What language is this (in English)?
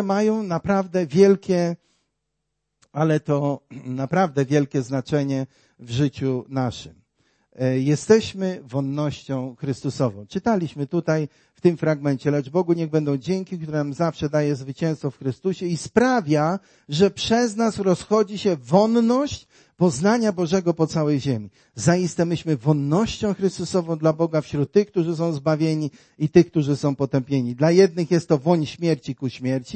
Polish